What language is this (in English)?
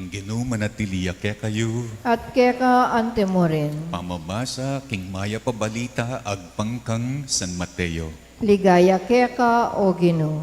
Pampanga